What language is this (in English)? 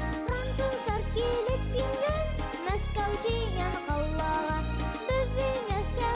Bashkir